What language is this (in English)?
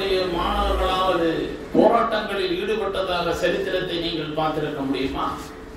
Tamil